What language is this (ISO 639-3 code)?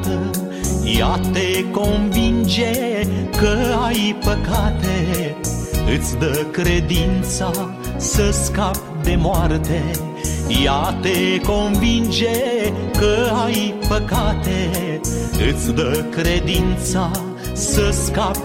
ron